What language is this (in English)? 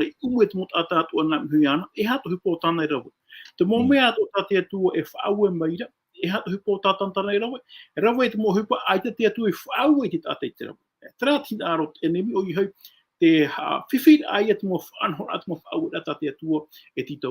Tahitian